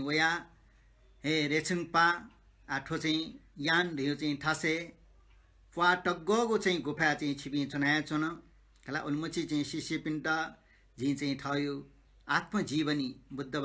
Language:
Newari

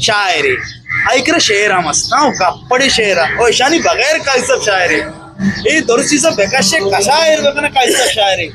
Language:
Eastern Balochi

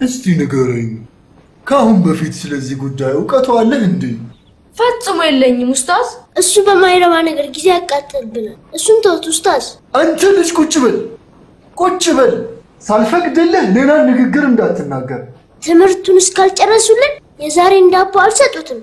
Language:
Amharic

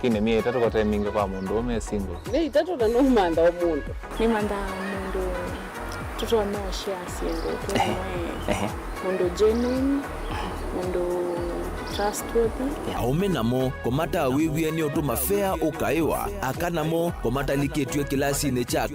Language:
Kamba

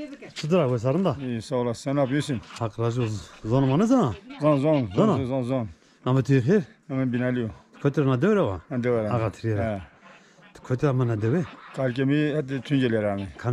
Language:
Zaza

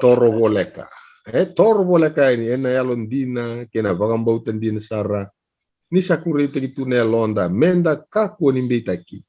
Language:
Fijian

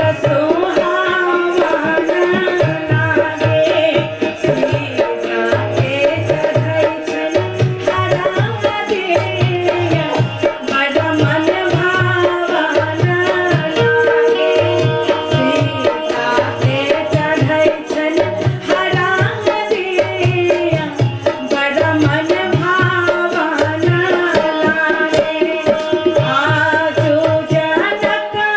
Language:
Maithili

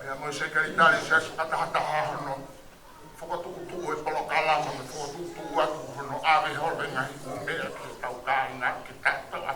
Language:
Tongan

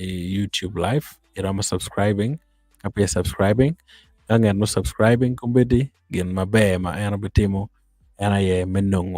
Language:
Acoli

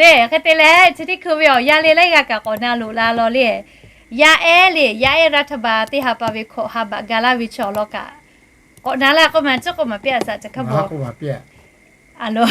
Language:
Lahu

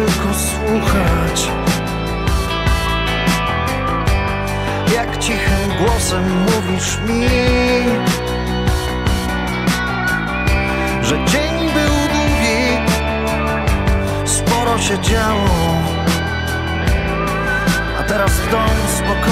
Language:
Polish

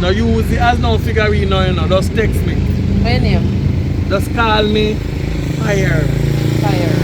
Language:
Jamaican Creole English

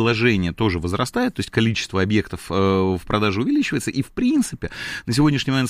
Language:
Russian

